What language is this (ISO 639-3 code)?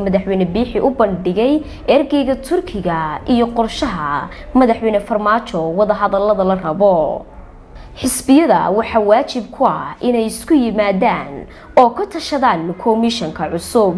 som